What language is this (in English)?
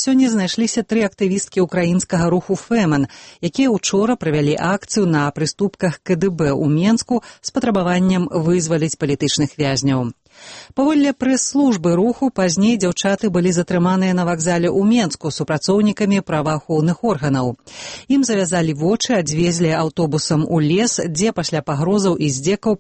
Belarusian